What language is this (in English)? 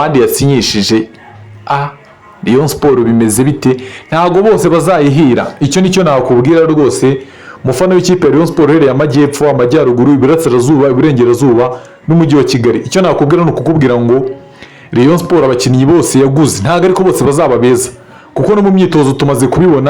Kinyarwanda